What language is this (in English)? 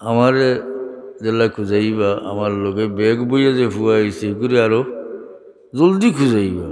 Sylheti